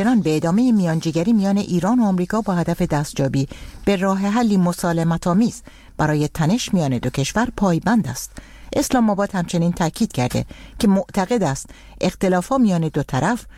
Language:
Persian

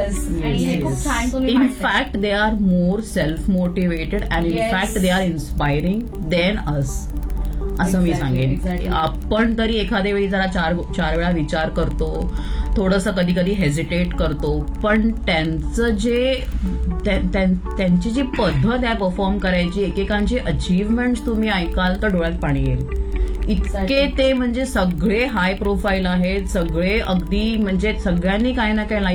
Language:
Marathi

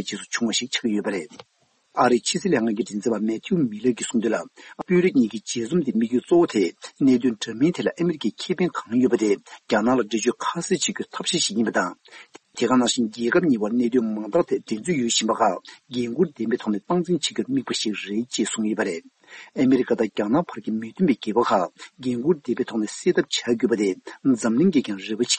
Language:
Tibetan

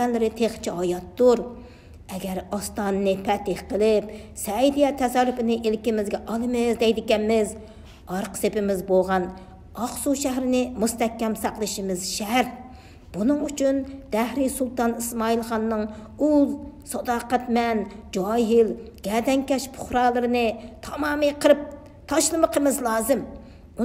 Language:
Uyghur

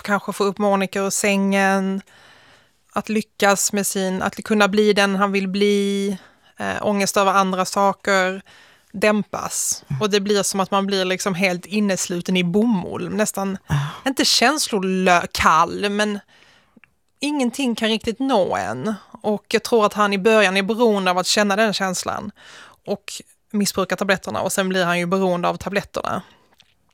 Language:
Swedish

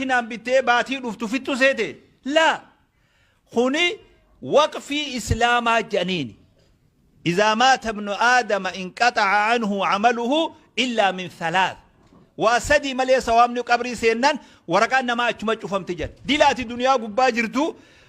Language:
Oromo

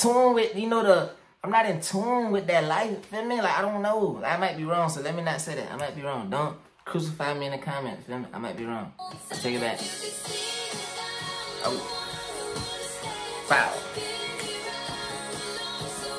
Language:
English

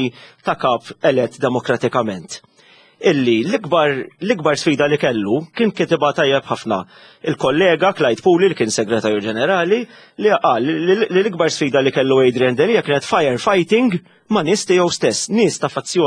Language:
Maltese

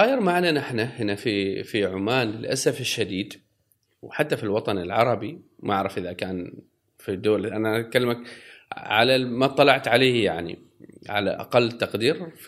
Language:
Gulf Arabic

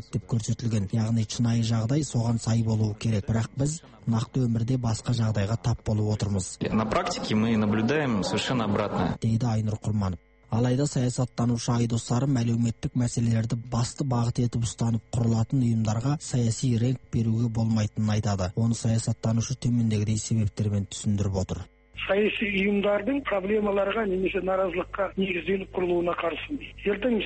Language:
Kazakh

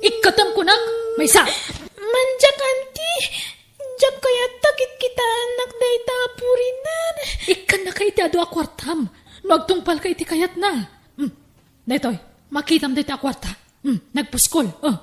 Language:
Iloko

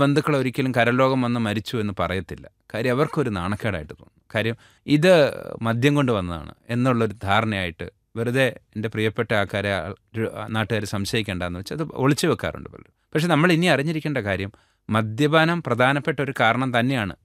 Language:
Malayalam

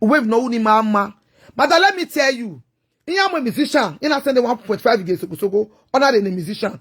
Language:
Nigerian Pidgin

